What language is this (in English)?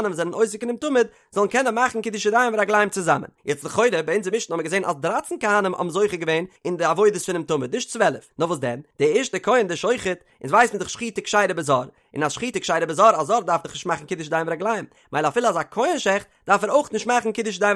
Yiddish